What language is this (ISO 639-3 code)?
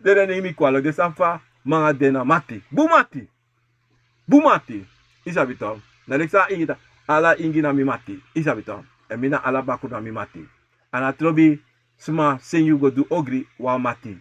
srn